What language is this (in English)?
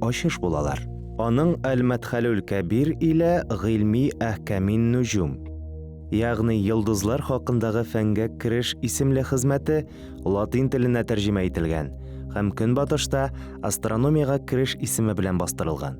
Tatar